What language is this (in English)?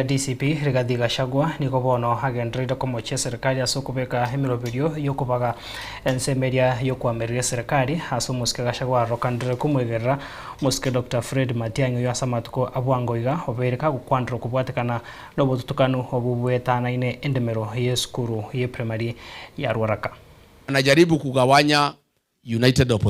Gusii